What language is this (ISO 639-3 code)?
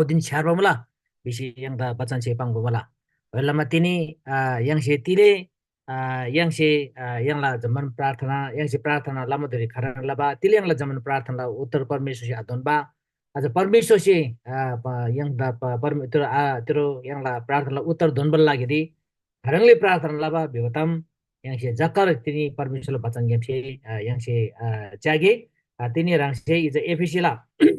taj